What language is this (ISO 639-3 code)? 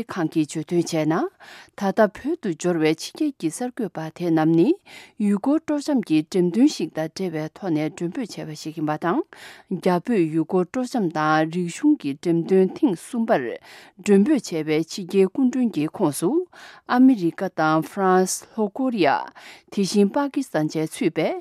bod